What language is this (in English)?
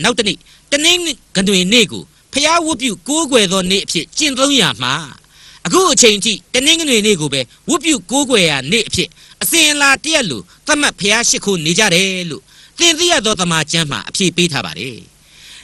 Burmese